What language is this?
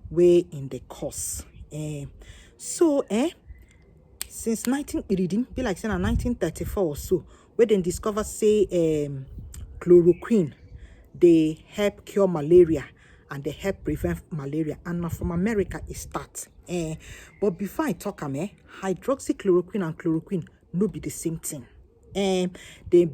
Nigerian Pidgin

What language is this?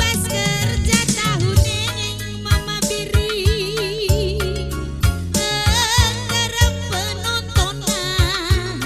Batak Karo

